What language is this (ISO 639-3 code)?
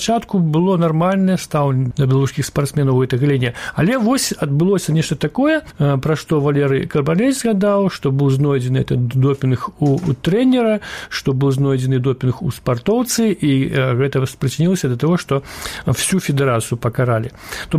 bel